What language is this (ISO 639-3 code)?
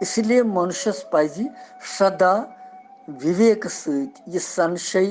kas